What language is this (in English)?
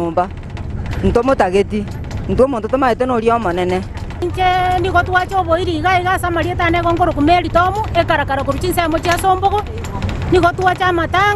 Gusii